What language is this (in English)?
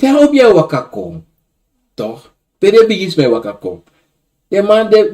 Sranan Tongo